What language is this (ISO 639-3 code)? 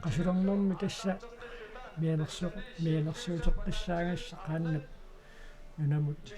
kal